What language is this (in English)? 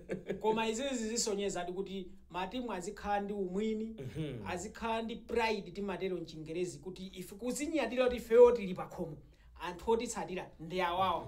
Nyanja